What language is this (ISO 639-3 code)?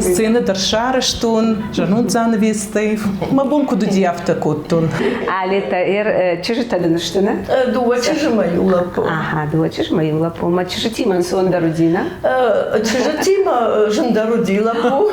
oss